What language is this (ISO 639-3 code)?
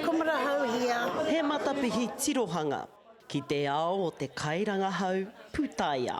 mri